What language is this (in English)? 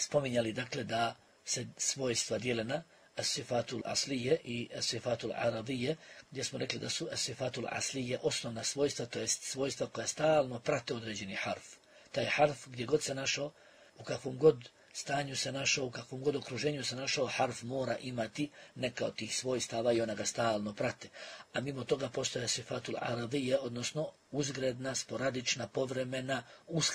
Bosnian